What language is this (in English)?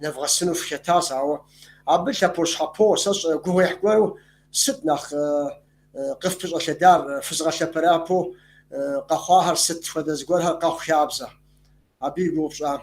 Kabardian